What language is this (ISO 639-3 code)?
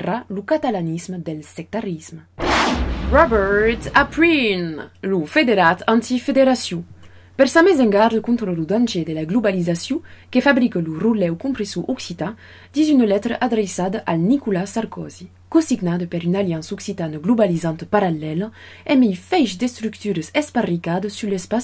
oci